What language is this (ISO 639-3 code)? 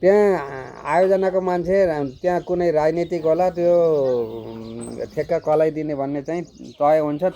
nep